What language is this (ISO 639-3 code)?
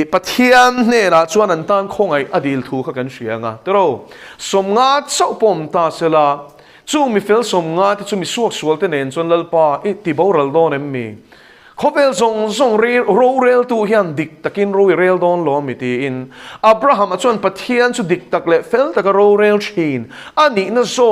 lus